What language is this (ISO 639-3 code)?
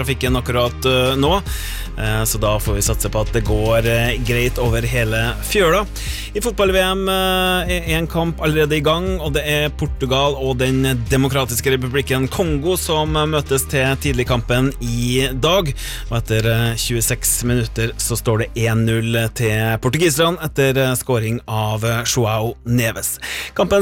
nor